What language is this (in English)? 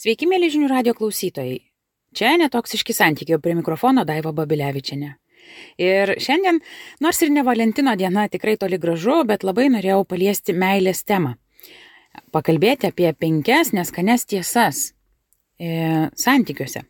Lithuanian